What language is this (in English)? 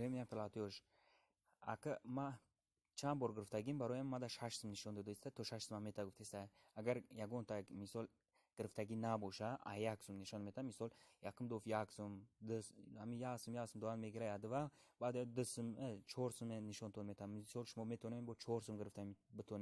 Tajik